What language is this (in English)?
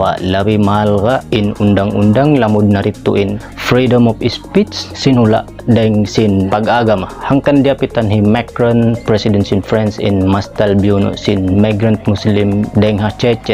Tausug